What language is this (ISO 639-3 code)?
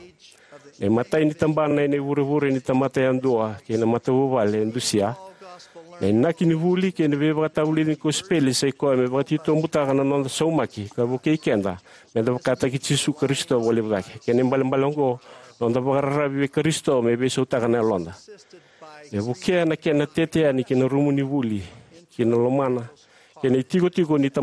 fij